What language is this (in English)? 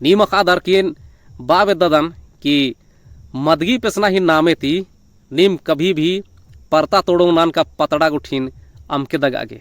Kurukh